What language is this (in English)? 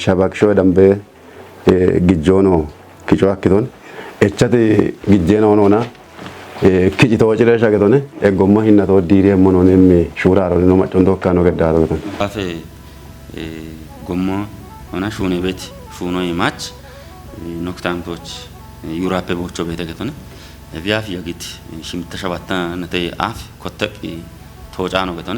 Kafa